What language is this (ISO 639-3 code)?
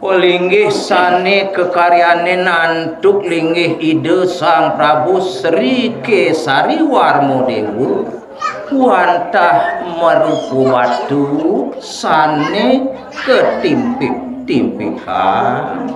ban